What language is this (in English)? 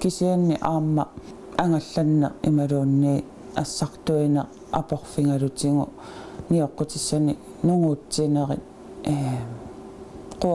Kalaallisut